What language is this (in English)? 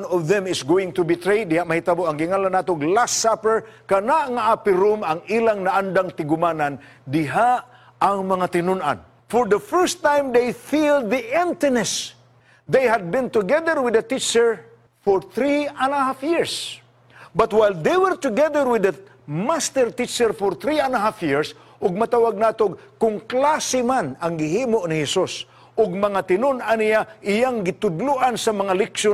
Cebuano